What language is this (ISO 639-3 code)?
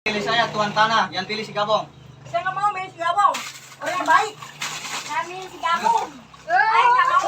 bew